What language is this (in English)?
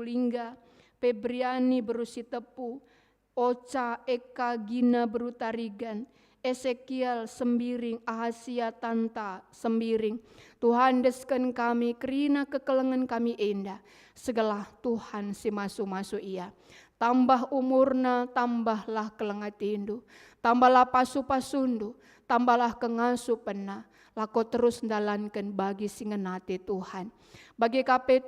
Batak Karo